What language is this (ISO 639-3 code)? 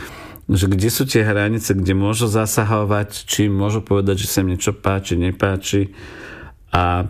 slk